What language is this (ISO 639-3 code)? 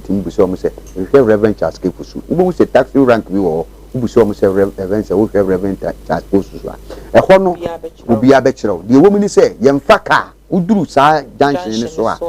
aka